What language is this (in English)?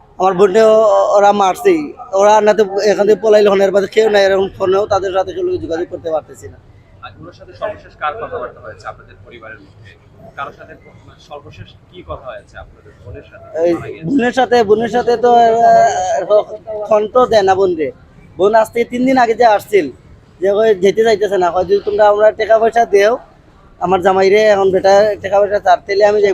Sylheti